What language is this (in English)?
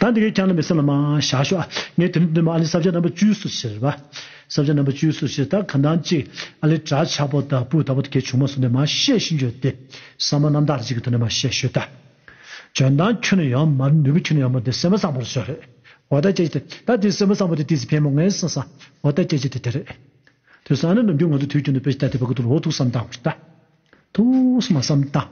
Tibetan